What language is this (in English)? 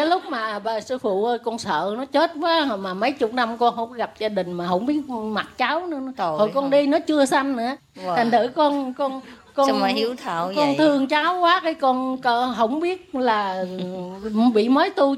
Vietnamese